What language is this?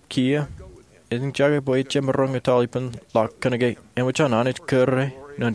Marshallese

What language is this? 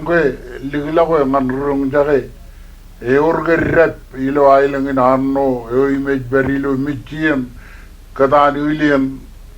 Marshallese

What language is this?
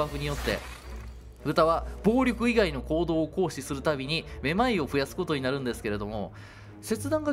Japanese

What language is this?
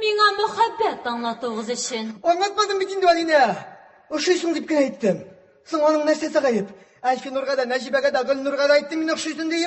Tatar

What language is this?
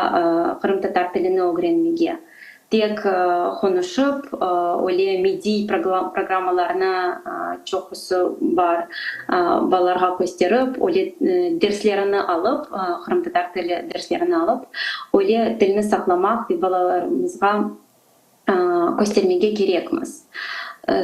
Crimean Tatar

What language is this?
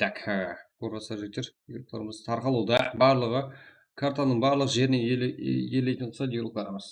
Kara-Kalpak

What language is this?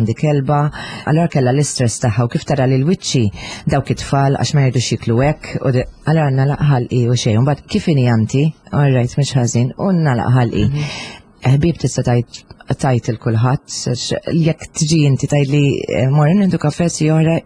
Maltese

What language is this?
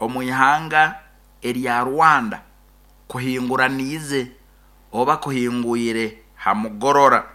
Nyoro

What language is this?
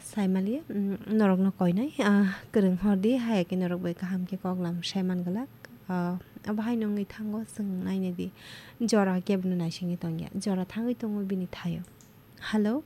Kok Borok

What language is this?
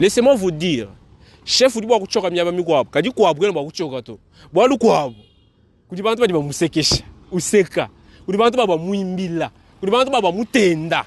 Luba-Lulua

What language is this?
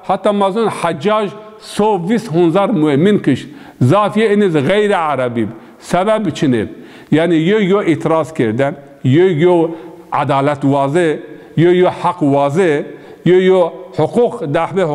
Zaza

